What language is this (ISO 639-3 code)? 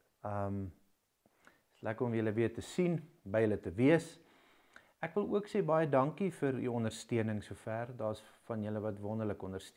afr